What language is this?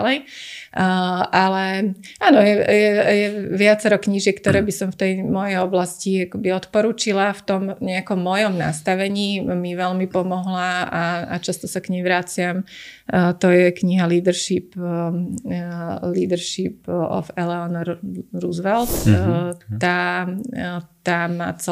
Slovak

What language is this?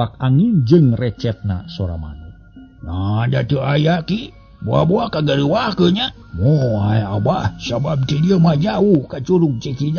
Sundanese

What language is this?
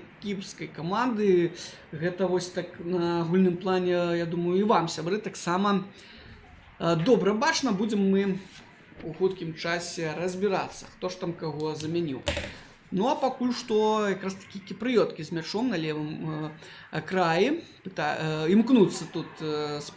Belarusian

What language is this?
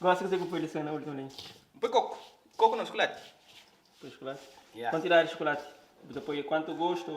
Kabuverdianu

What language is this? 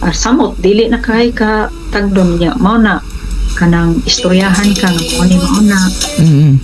Cebuano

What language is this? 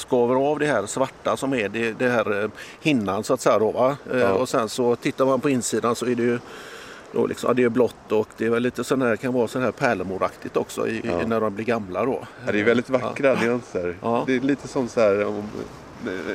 Swedish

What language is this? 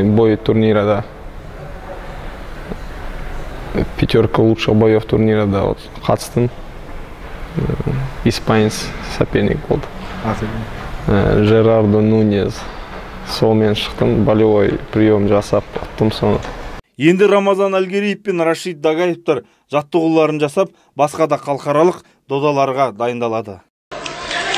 Kazakh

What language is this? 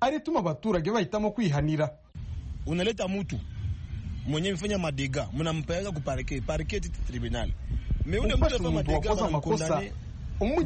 Kinyarwanda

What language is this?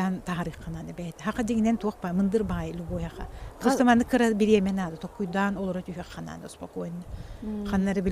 Yakut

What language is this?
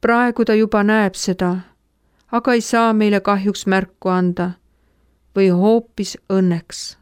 Estonian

